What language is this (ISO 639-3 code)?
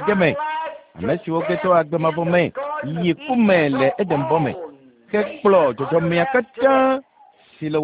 ewe